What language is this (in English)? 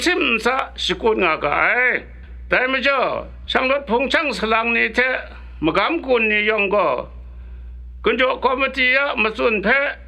Kachin